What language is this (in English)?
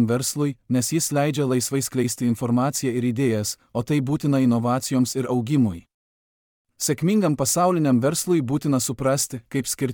Lithuanian